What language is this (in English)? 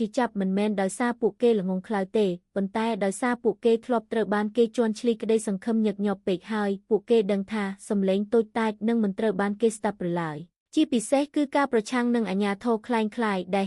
Khmer